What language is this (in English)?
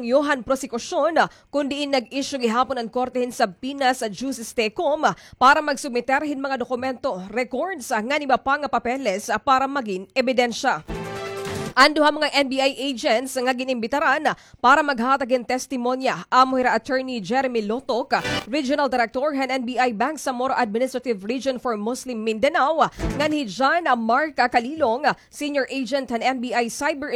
Waray